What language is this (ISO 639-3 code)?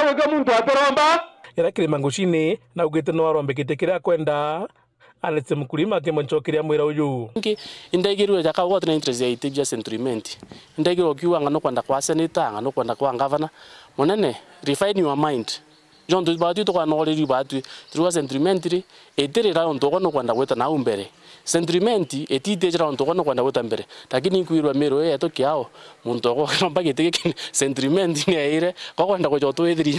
mer